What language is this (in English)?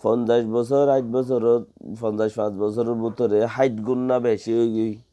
Rohingya